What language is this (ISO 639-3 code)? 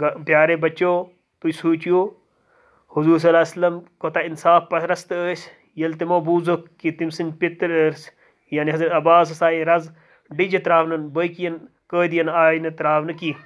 kas